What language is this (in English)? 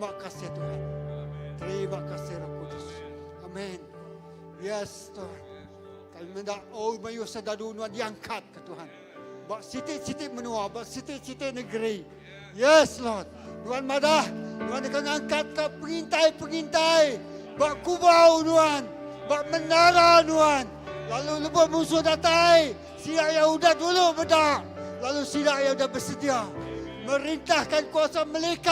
Iban